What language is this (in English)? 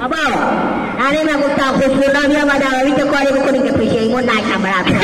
Hazaragi